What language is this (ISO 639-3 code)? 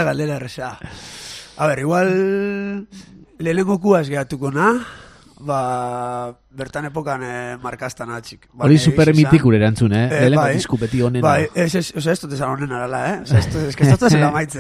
eus